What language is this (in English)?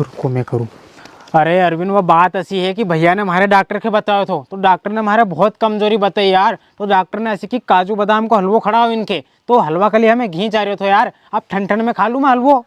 Rajasthani